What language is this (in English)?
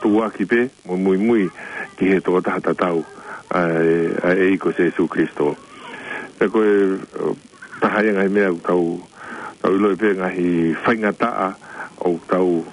Tongan